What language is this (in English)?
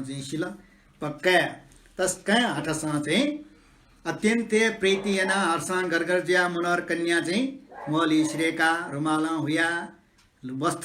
Newari